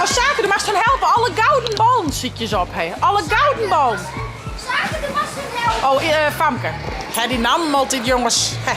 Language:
Western Frisian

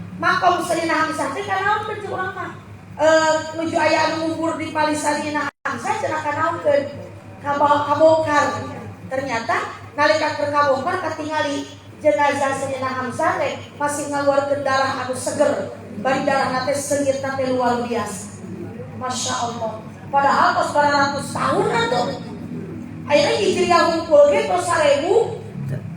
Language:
Sundanese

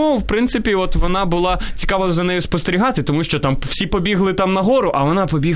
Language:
Ukrainian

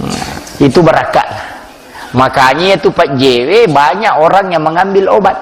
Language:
Buginese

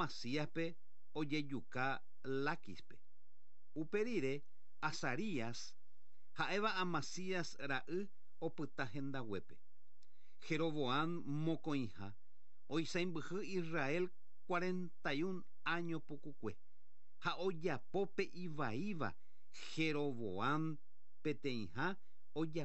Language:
Guarani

